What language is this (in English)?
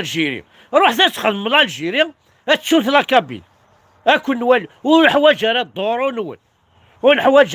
Kabyle